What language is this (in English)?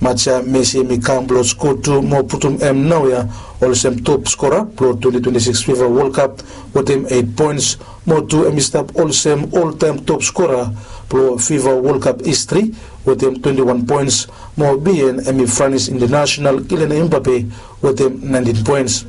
Bislama